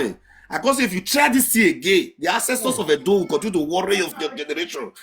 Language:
Nigerian Pidgin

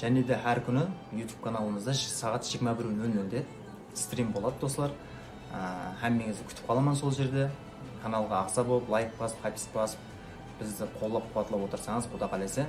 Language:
Kara-Kalpak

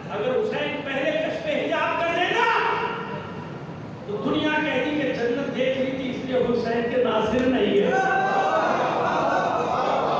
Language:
Urdu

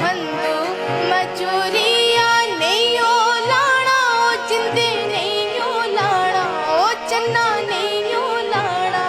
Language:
Dogri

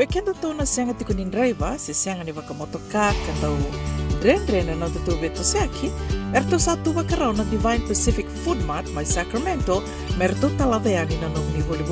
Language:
Fijian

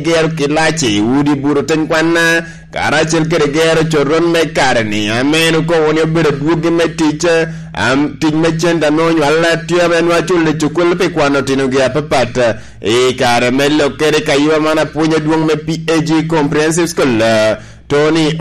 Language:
Lango (Uganda)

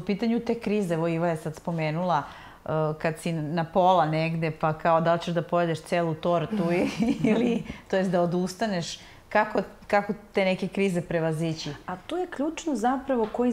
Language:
Serbian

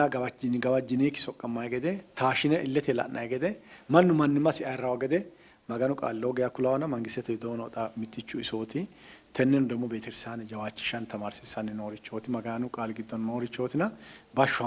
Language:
Sidamo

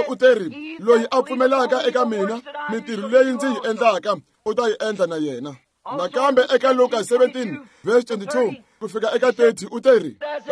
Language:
Tsonga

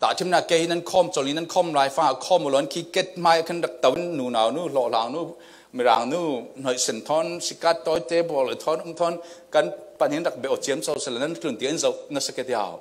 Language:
Falam Chin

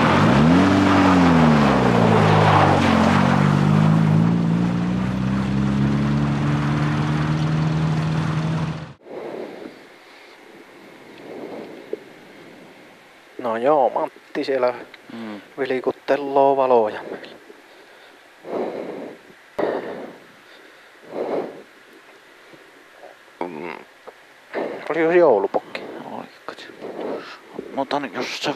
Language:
Finnish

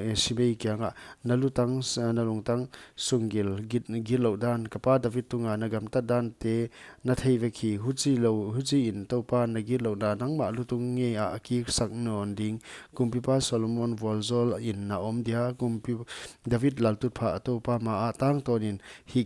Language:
Paite Chin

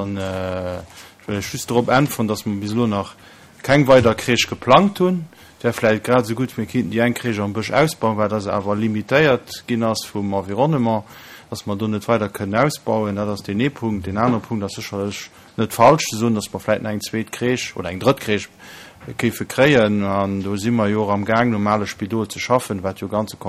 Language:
Luxembourgish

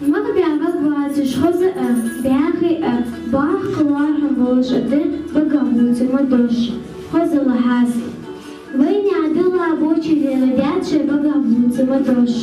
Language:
Ingush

